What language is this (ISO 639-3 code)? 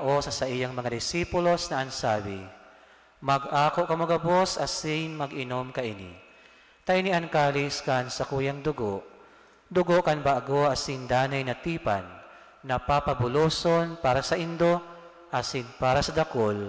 bik